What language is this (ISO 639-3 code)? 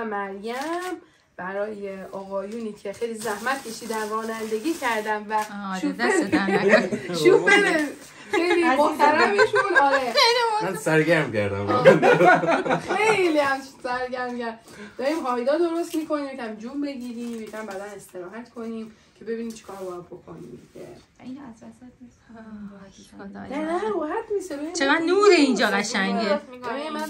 fas